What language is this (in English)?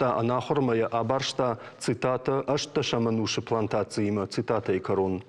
Ossetic